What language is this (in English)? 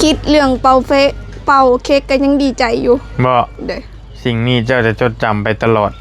Lao